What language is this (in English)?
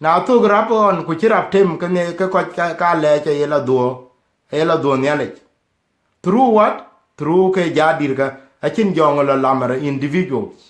Dinka